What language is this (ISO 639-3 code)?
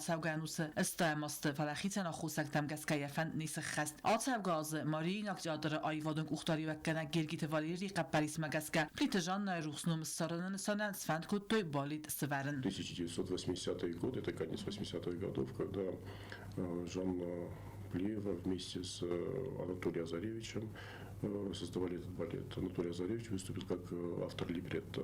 oss